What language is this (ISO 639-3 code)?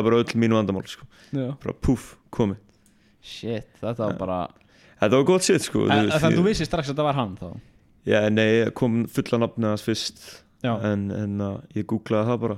isl